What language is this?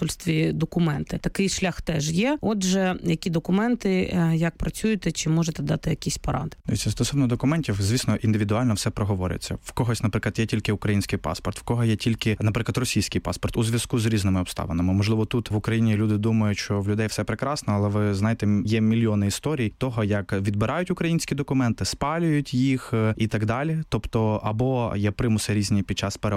Ukrainian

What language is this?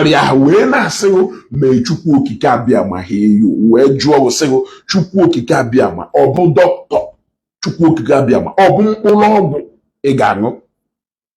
Igbo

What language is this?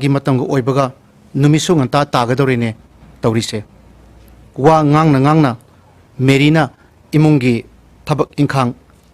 Manipuri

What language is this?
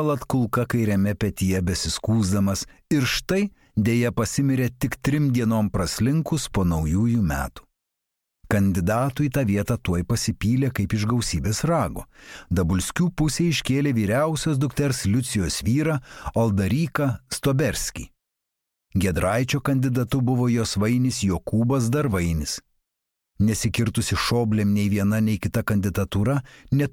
Lithuanian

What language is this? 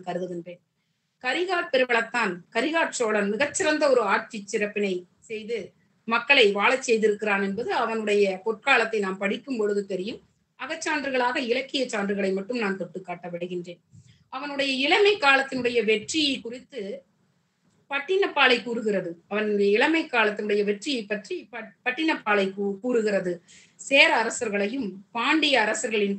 Tamil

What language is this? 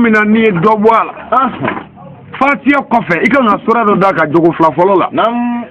Bambara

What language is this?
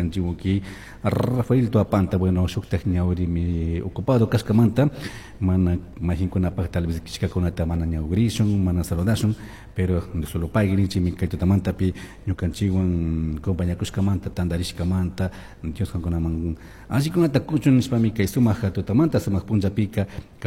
Chimborazo Highland Quichua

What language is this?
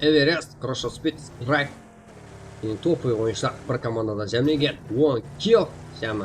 Kara-Kalpak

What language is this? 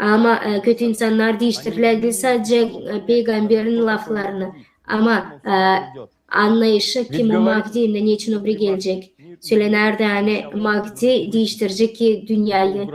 Gagauz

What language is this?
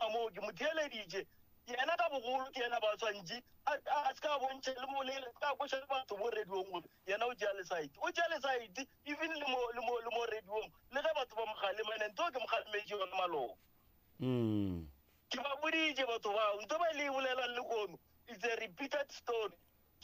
Northern Sotho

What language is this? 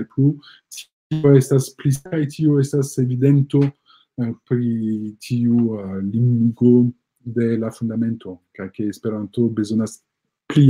Esperanto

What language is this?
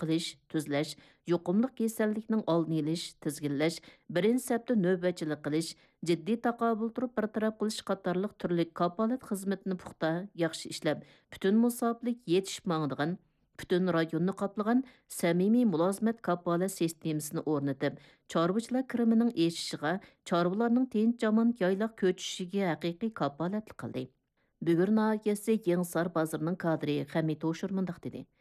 Uyghur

